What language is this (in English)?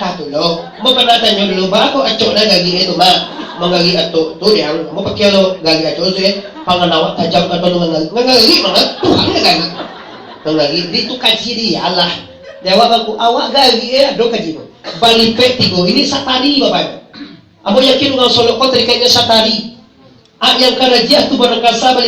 Minangkabau